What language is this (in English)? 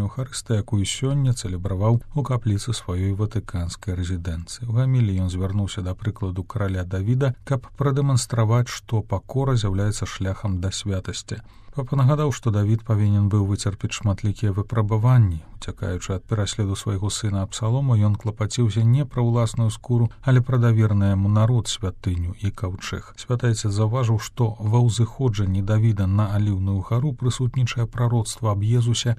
Belarusian